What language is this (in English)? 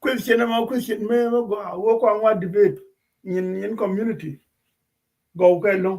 Nuer